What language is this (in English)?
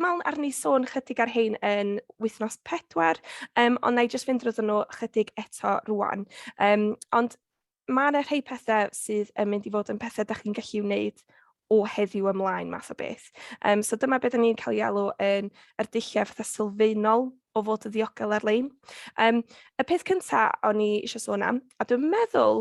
Welsh